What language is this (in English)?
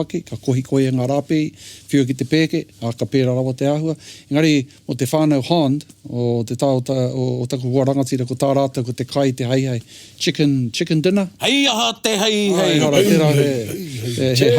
Māori